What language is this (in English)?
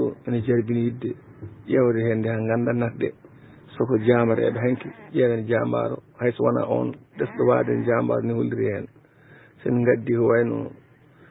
Fula